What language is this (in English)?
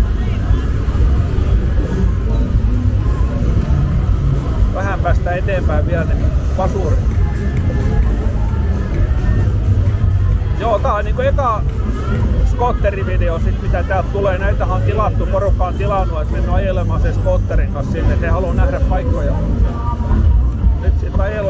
Finnish